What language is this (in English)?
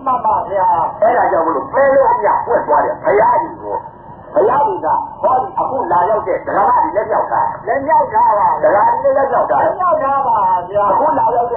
Burmese